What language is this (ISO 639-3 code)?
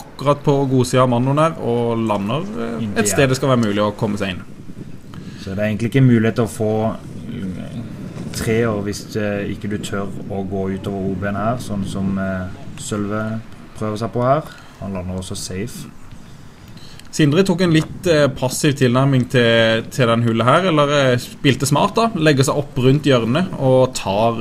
nor